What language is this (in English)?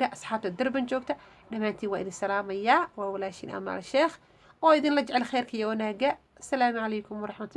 Somali